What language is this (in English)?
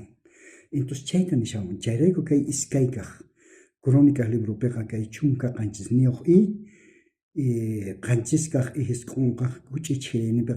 South Bolivian Quechua